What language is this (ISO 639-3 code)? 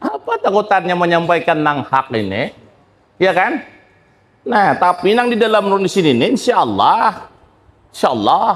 bjn